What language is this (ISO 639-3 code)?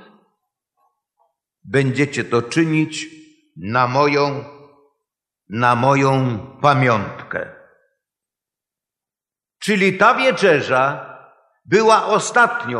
pol